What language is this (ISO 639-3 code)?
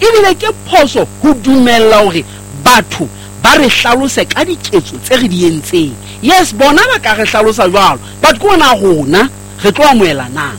sot